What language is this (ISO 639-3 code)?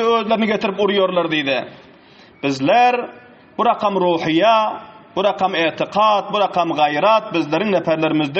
tuk